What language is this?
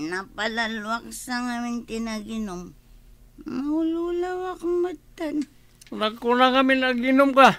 Iloko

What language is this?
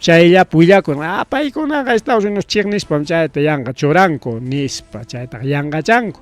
Ayacucho Quechua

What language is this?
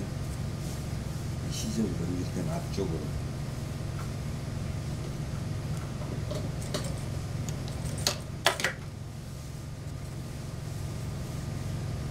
Korean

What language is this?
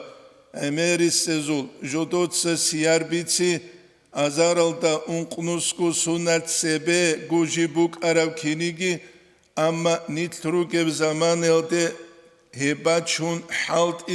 Avaric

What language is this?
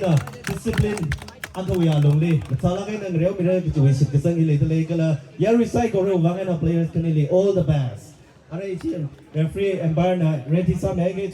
Tangkhul Naga (India)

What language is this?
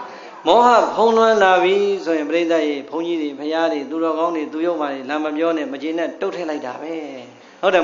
Burmese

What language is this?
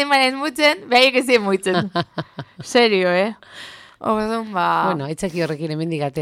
Basque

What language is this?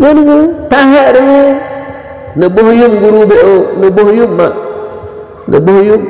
Achinese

